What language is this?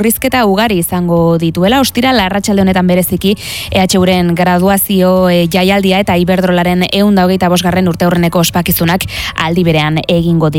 Basque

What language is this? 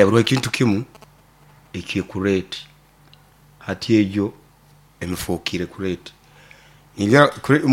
Nyoro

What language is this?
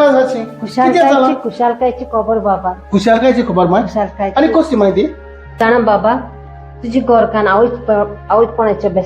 Konkani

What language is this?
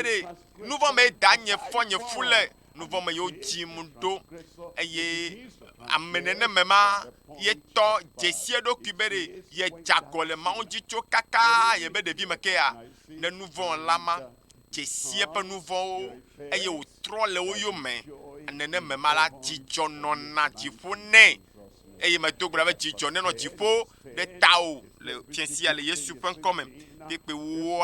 Ewe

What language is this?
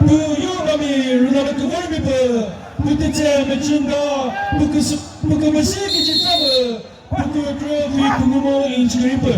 Chokri Naga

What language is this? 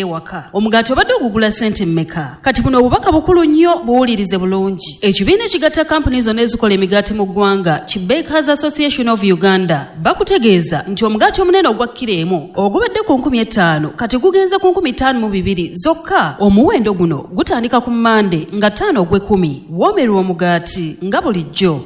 Ganda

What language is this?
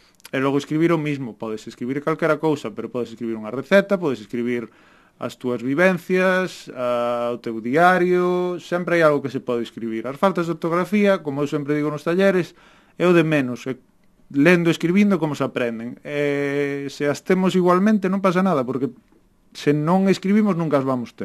Galician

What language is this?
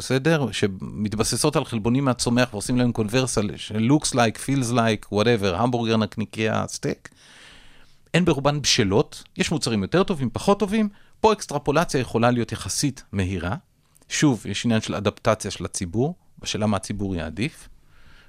Hebrew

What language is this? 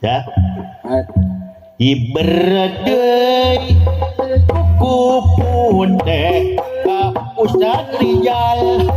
Sundanese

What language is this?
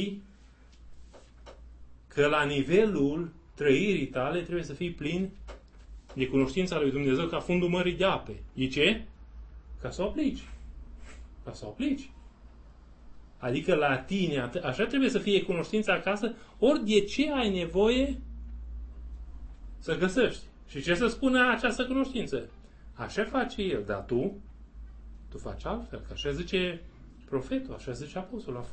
Romanian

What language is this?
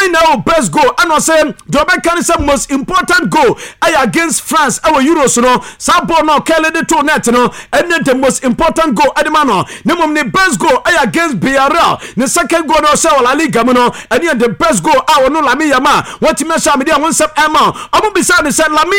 Akan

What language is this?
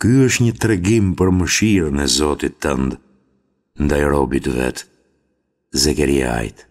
Albanian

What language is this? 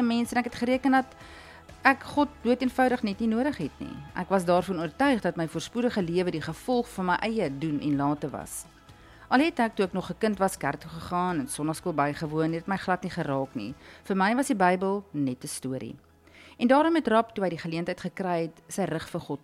Afrikaans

